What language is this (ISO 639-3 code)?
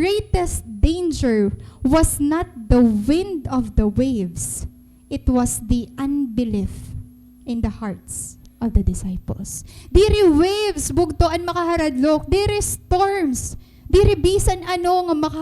war